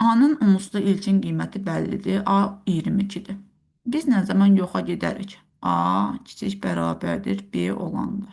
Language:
Azerbaijani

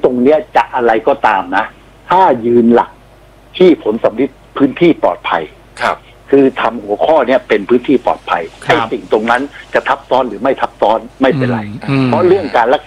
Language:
Thai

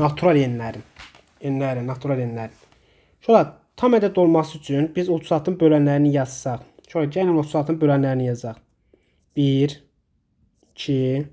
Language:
Azerbaijani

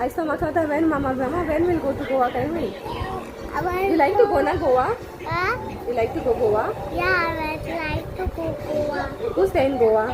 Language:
Konkani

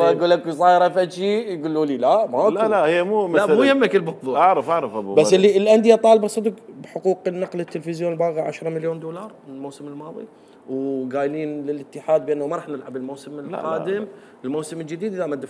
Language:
Mesopotamian Arabic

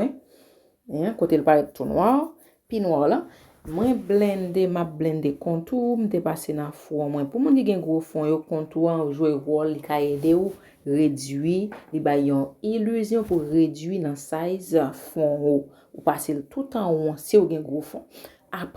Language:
Haitian Creole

